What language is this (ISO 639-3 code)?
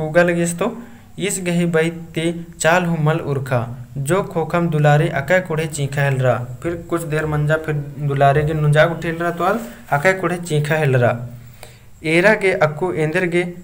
kru